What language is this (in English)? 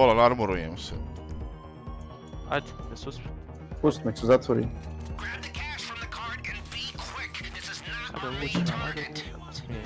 Croatian